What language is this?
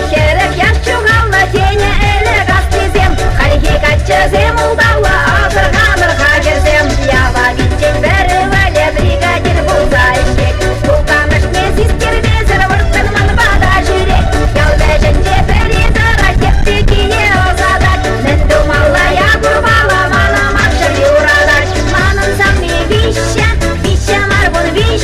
Chuvash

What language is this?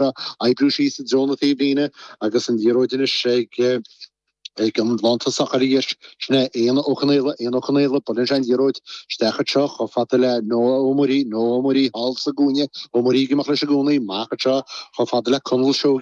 Irish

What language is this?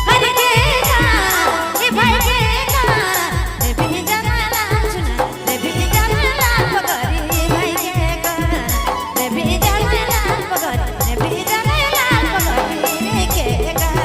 Sadri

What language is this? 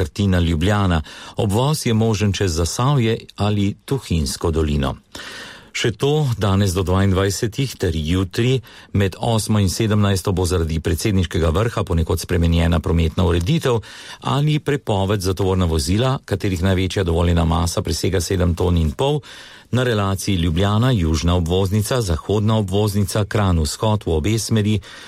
Slovenian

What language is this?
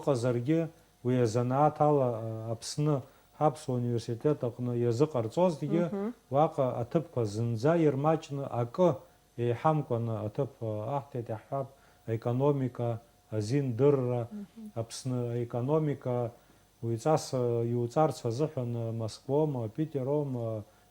Abkhazian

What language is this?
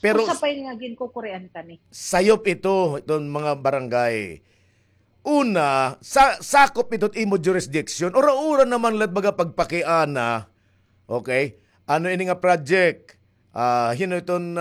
Waray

